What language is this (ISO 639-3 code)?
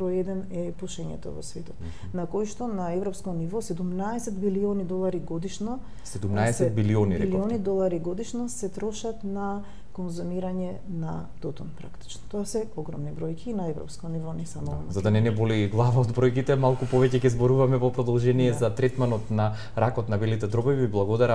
mkd